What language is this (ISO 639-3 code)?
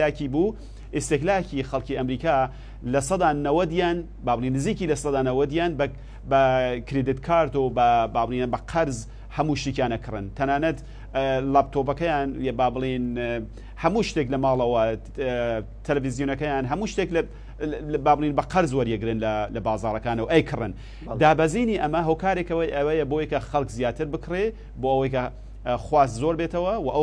ckb